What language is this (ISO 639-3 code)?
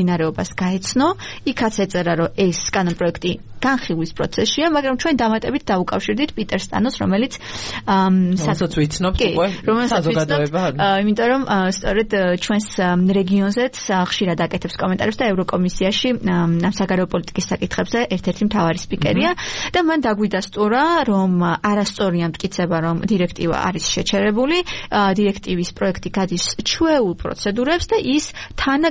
kat